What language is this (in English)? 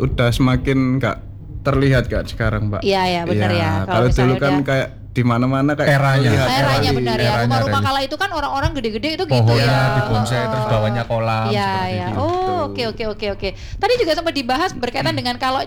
Indonesian